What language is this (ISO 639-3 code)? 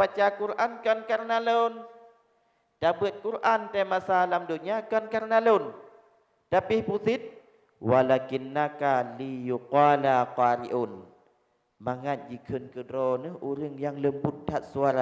ace